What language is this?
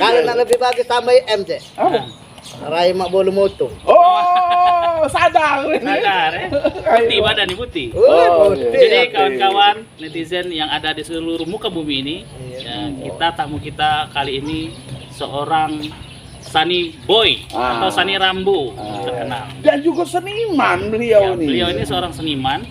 Musi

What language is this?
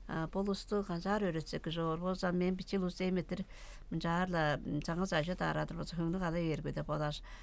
Tuvinian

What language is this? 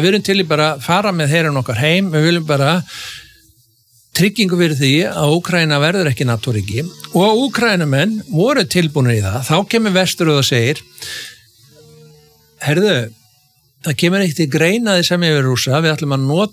Icelandic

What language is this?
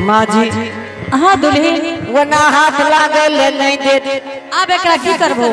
Angika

